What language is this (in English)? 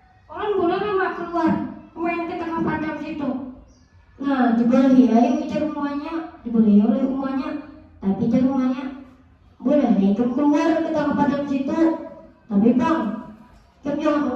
Banjar